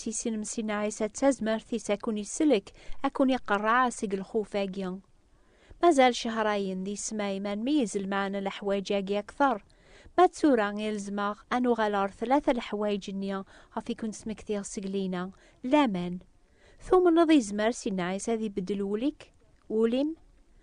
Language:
Kabyle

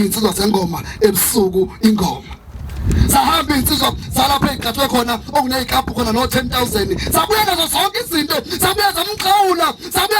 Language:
Zulu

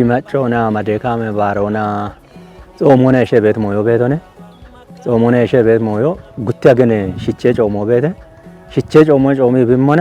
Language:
Kafa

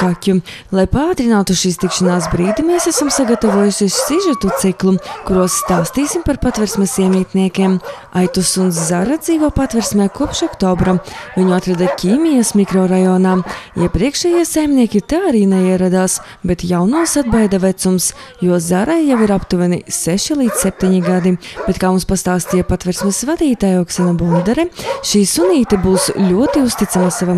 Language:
Latvian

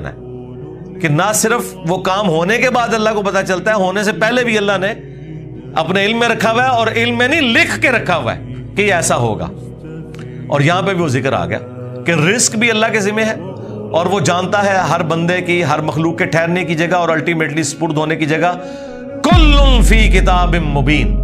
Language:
Urdu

